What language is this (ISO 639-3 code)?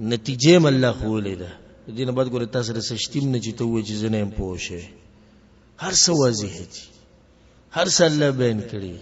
pus